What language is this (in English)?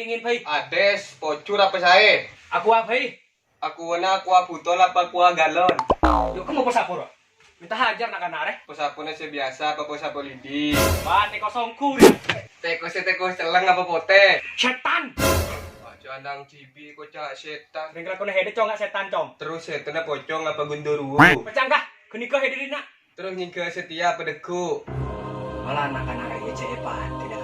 Madurese